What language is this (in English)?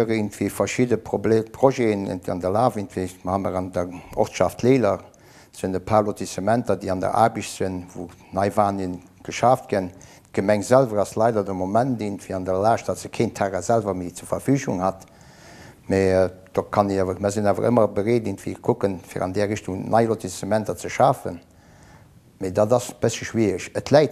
Luxembourgish